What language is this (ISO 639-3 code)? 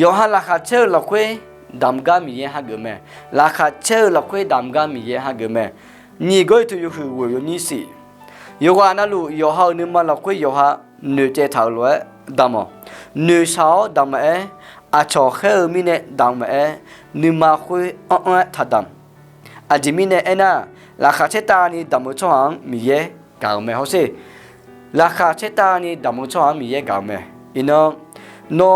ahk